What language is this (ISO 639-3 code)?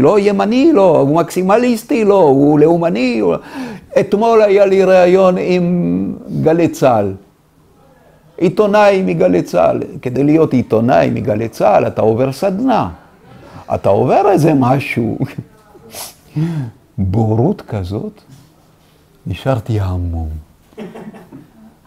heb